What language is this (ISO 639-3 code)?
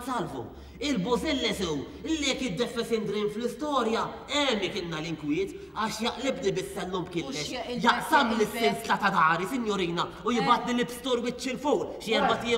mlt